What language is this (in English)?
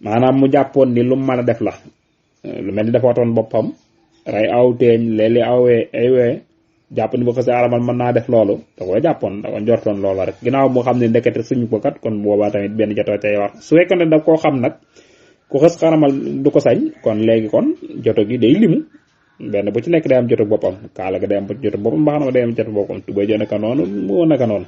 Wolof